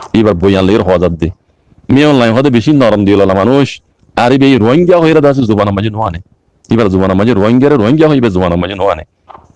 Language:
Rohingya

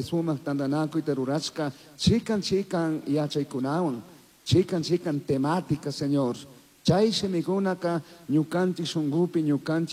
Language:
Chimborazo Highland Quichua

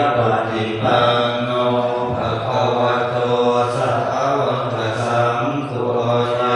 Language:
Pali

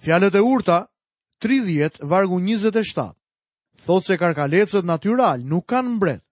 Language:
Albanian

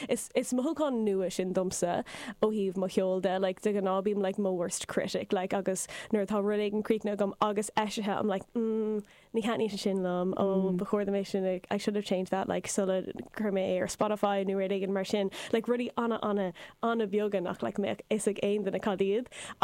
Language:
Irish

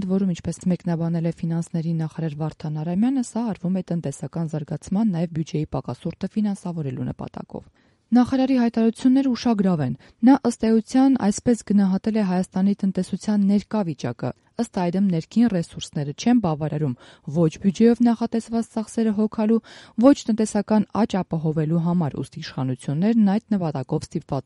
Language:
Armenian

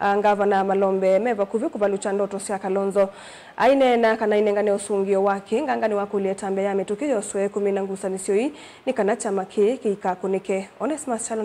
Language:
Kamba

